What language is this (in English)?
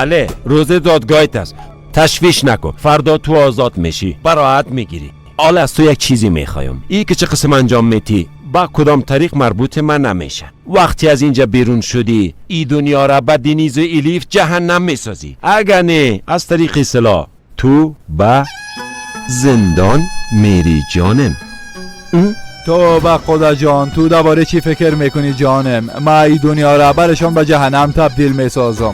Persian